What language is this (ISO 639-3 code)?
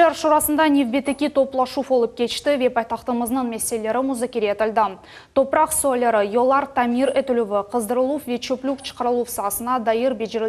crh